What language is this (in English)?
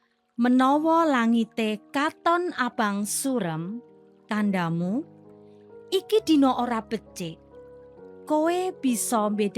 Javanese